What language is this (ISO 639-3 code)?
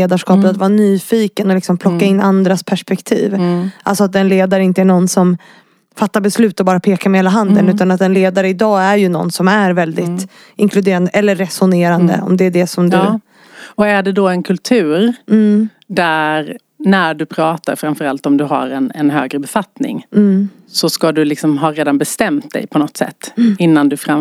swe